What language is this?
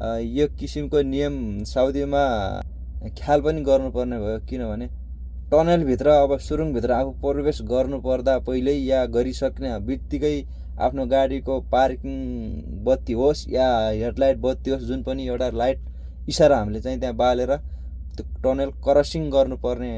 Nepali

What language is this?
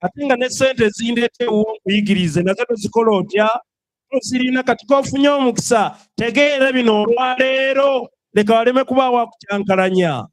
Ganda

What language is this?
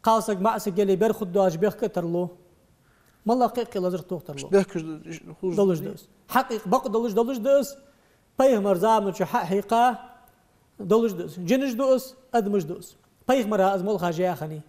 Ingush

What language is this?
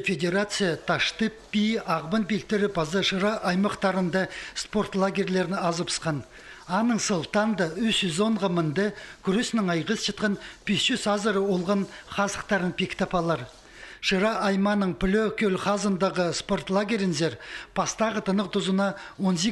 Khakas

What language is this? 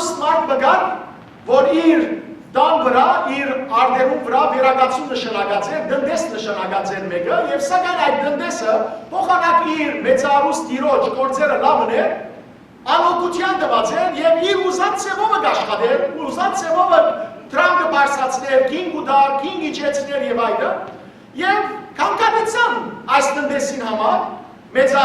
Western Armenian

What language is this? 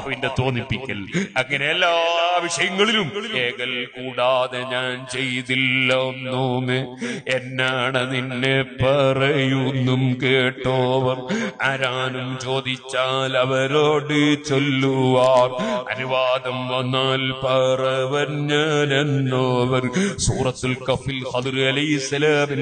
Malayalam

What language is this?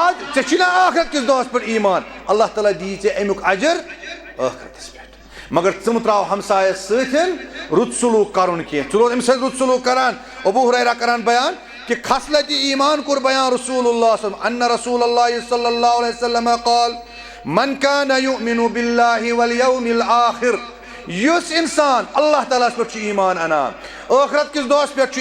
Kashmiri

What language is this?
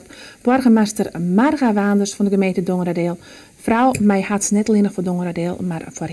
Western Frisian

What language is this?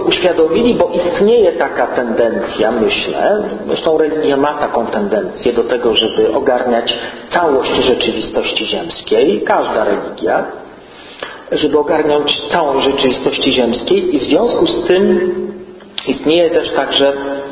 Polish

